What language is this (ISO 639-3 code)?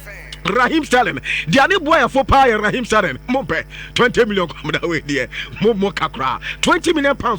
aka